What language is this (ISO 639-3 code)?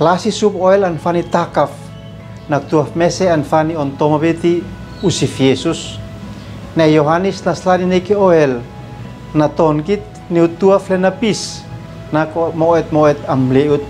aoz